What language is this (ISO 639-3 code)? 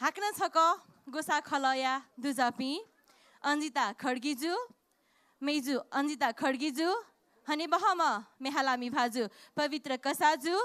new